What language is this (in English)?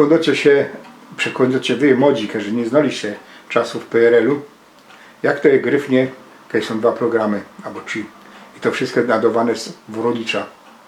Silesian